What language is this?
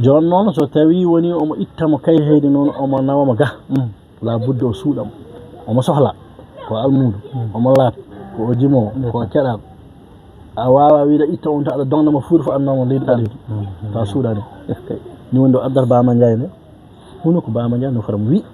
Fula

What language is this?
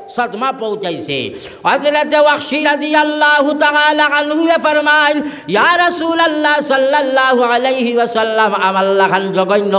Sylheti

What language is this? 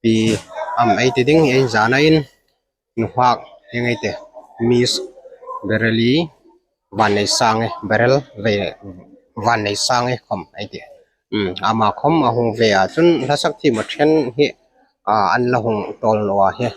Hmar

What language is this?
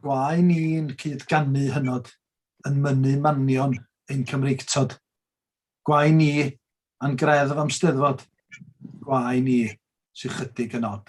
Welsh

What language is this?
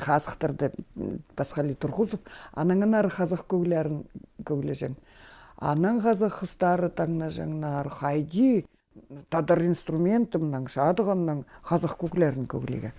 Khakas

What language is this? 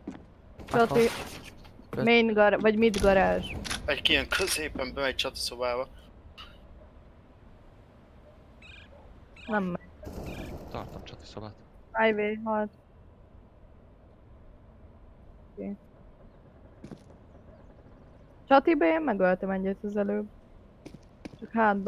Hungarian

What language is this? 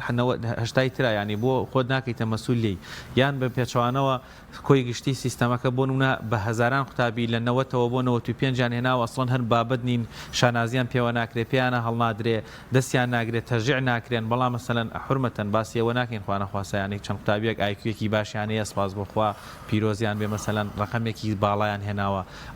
Central Kurdish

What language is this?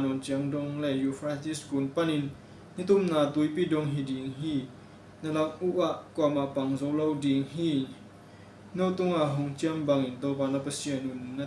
Tedim Chin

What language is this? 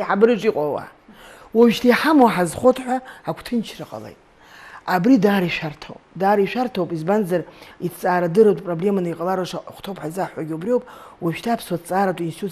Abkhazian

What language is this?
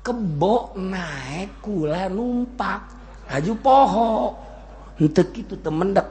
Sundanese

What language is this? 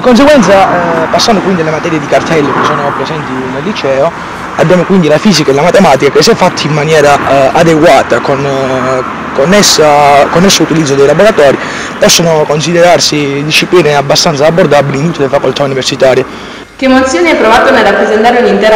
Italian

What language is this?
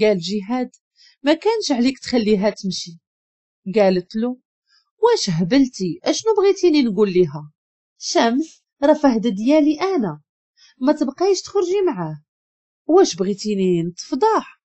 Moroccan Arabic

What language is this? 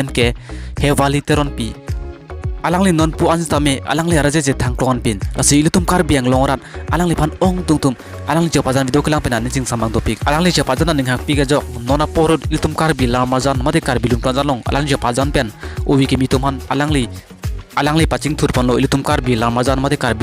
Karbi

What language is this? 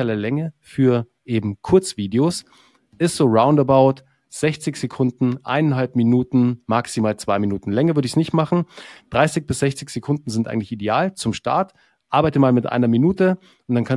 German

